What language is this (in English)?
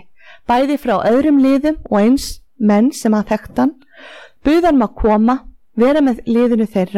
Icelandic